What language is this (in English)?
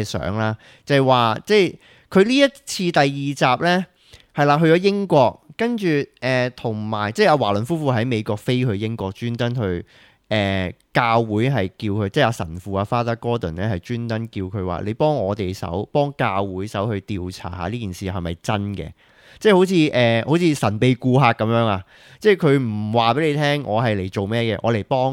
Cantonese